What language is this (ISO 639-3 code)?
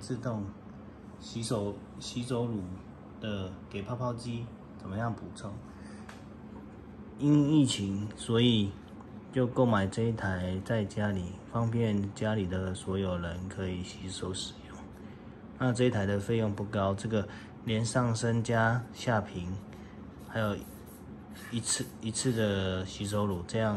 zho